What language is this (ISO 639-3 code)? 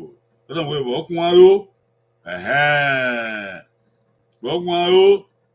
bin